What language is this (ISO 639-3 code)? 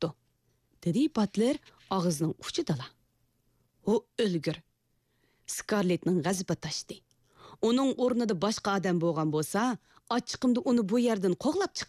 uig